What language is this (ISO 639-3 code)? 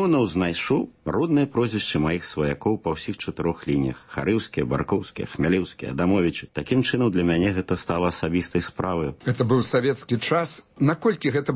bel